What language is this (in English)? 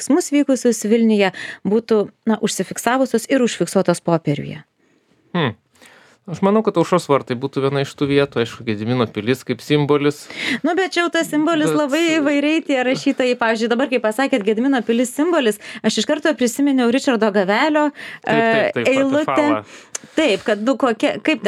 Lithuanian